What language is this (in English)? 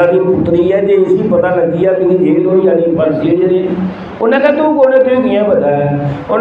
Dogri